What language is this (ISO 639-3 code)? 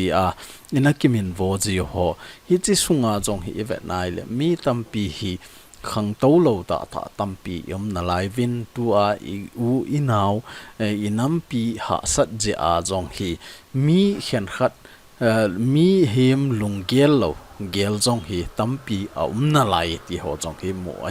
tcz